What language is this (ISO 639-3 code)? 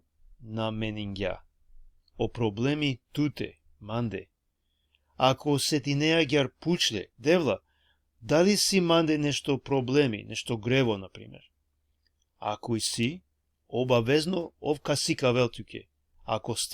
rmn